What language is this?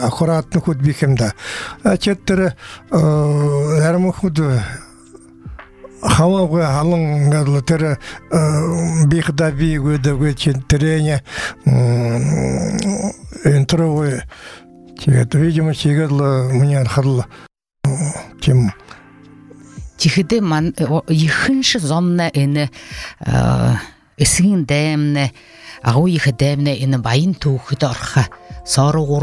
Buriat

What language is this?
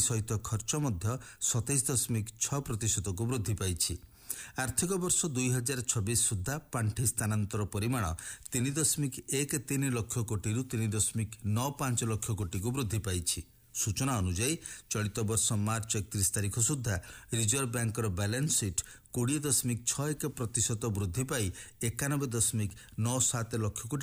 Odia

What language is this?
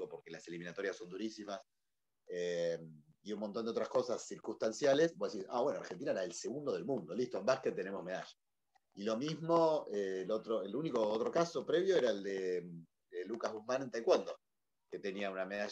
Spanish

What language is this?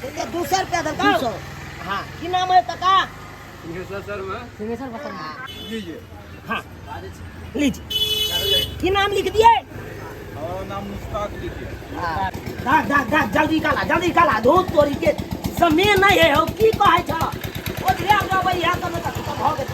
Maithili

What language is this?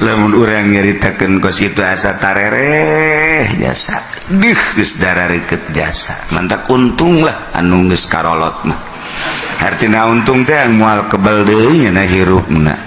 Sundanese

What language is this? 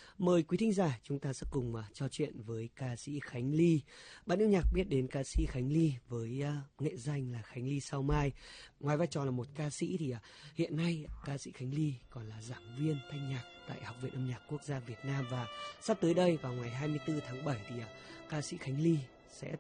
Vietnamese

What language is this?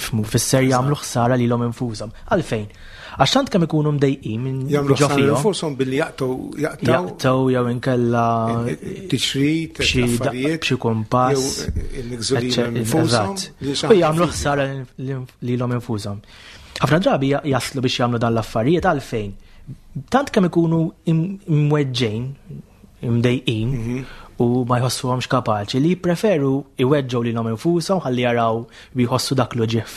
Maltese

